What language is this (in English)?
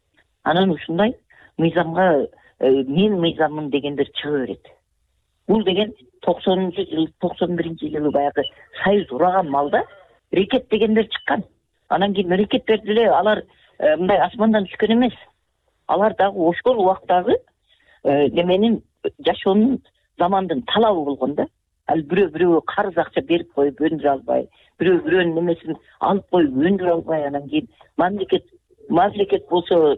Kyrgyz